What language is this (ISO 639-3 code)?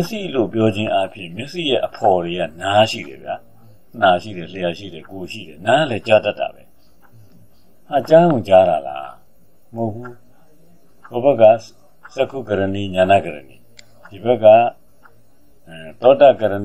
mya